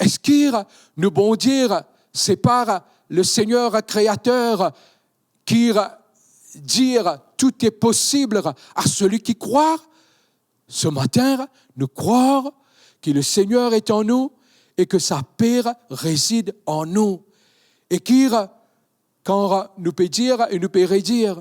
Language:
Morisyen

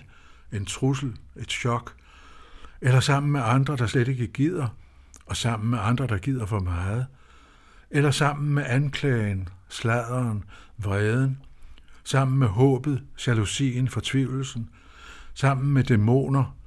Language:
Danish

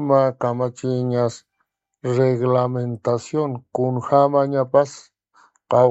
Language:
Aymara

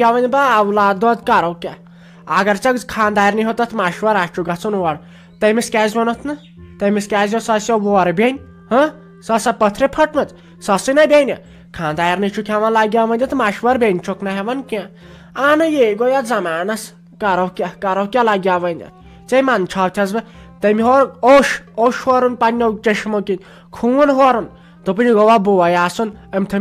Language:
Kashmiri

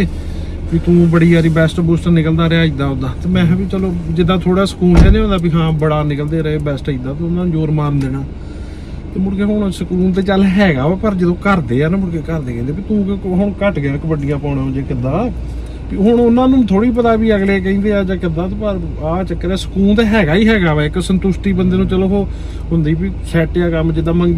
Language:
Punjabi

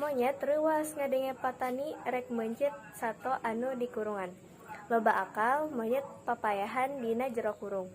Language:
Sundanese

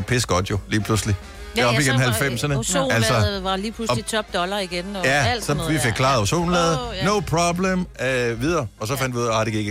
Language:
Danish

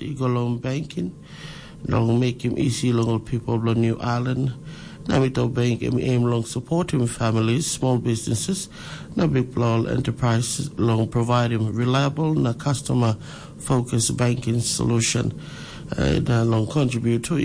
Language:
Tok Pisin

